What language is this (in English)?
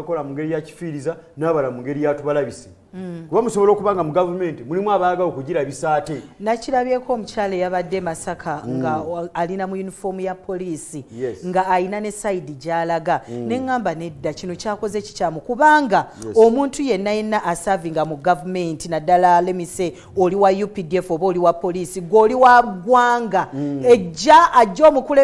Ganda